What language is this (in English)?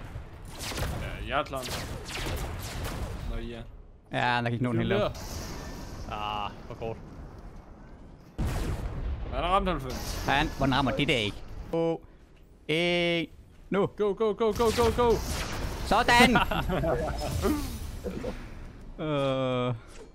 Danish